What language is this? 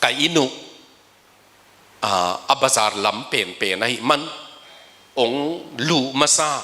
Tedim Chin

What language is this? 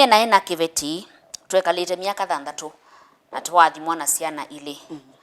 Kamba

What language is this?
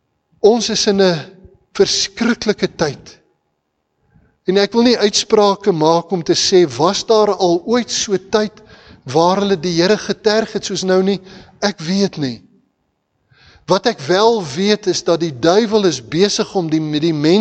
Afrikaans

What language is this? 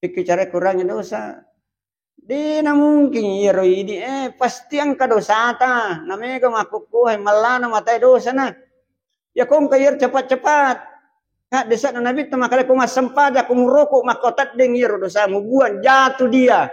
Buginese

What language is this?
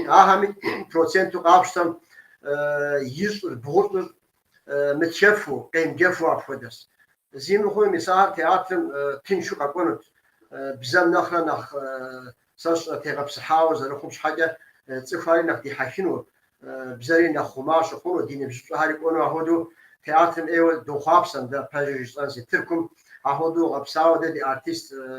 Kabardian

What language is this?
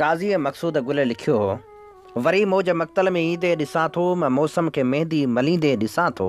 Sindhi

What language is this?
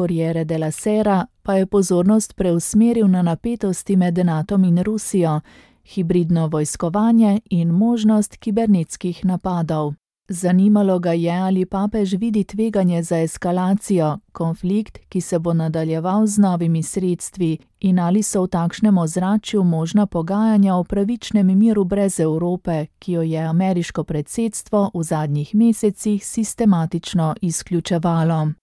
Slovenian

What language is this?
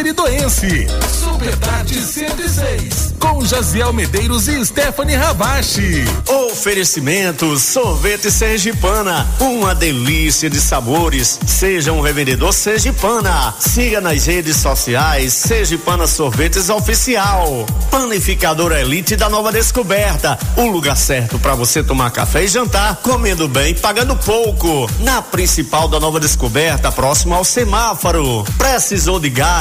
Portuguese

